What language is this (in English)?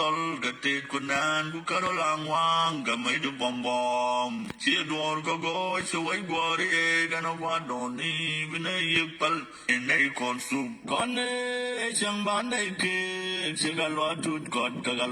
Nuer